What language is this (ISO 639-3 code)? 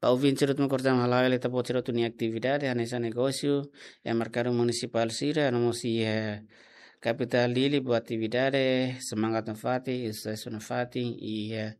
tet